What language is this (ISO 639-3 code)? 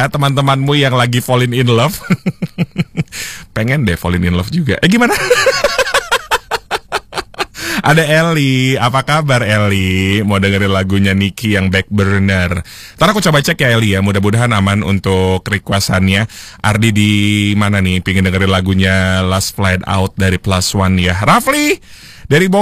ind